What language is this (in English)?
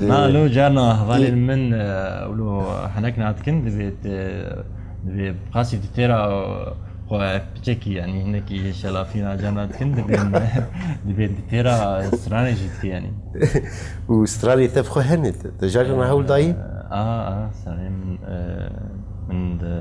Kurdish